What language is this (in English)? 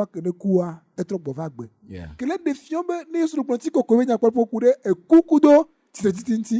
Ewe